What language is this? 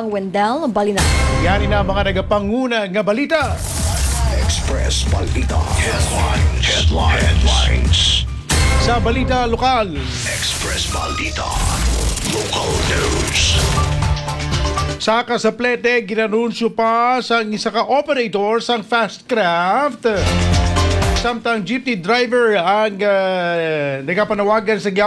Hiligaynon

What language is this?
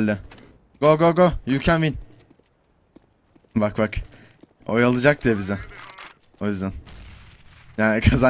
Turkish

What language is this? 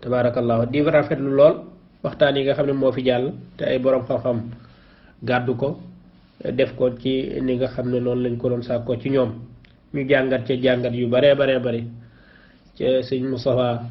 Wolof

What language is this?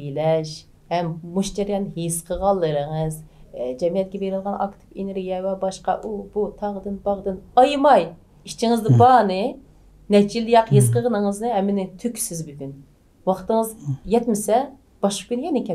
Uyghur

